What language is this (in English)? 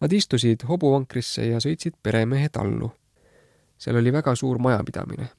Estonian